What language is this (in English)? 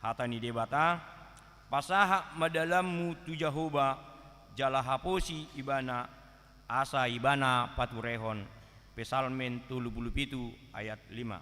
Batak Toba